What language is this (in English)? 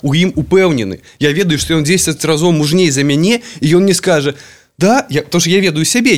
Belarusian